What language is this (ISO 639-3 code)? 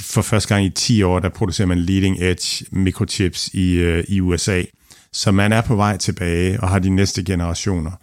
dan